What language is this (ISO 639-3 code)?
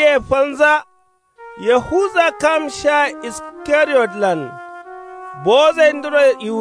kau